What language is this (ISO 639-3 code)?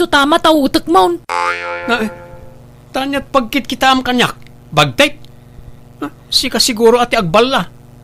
ilo